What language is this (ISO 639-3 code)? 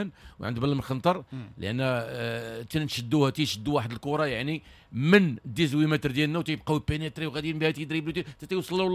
ary